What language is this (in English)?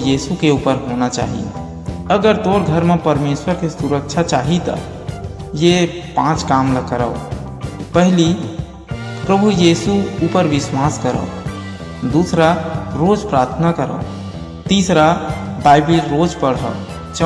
Chhattisgarhi